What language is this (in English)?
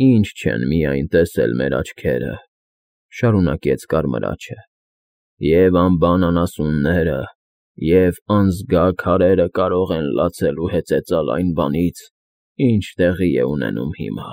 Armenian